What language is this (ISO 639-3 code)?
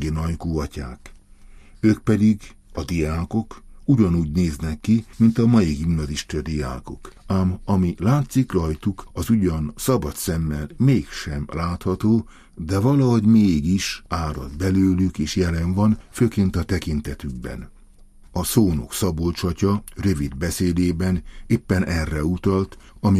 hun